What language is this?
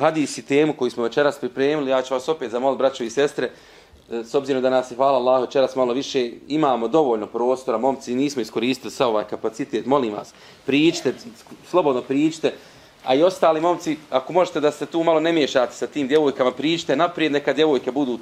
Bosnian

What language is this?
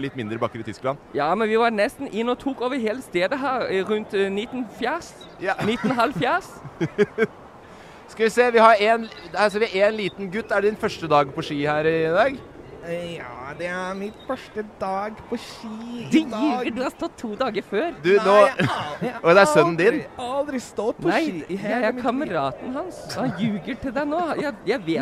Norwegian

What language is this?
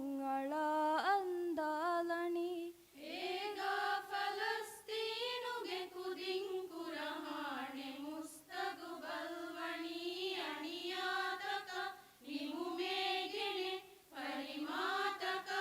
Divehi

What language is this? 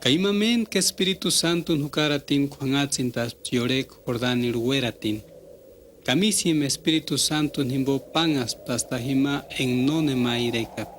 Purepecha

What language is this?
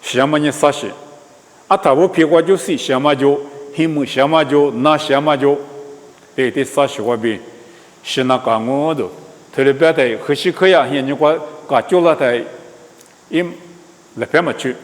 Lisu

